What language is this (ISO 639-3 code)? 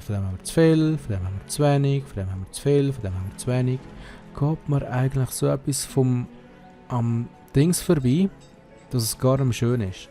gsw